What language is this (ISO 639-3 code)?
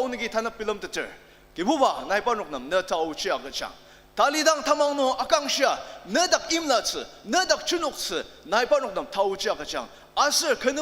njo